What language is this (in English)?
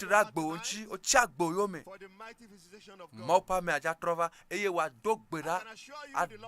Ewe